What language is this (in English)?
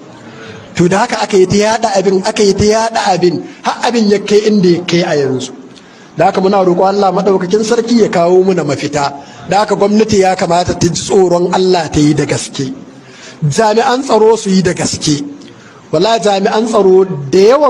Hausa